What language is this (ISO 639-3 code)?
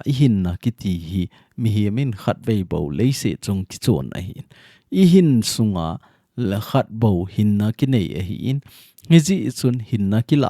tcz